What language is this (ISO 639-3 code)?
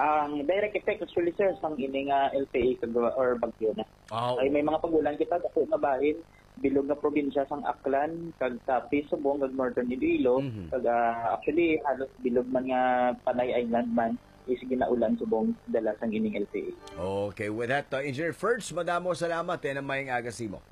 hil